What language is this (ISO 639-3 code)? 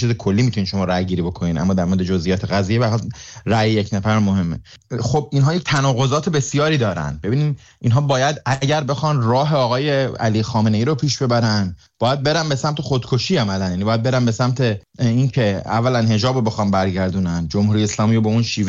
fas